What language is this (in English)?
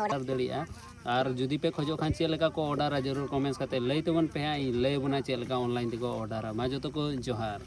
Santali